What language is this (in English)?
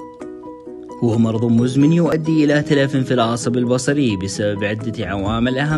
Arabic